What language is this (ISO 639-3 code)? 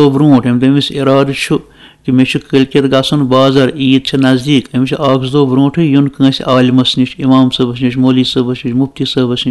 kas